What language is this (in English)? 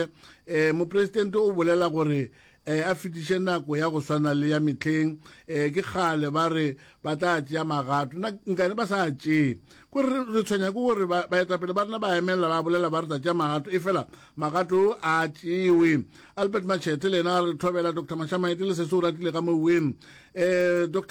Northern Sotho